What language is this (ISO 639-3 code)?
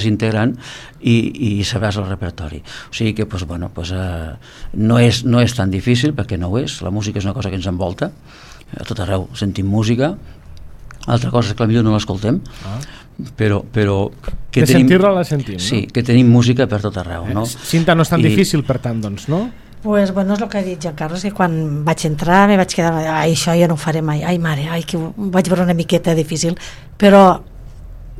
cat